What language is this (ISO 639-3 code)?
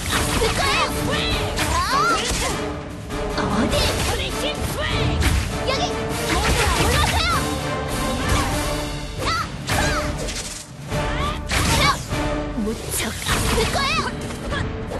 kor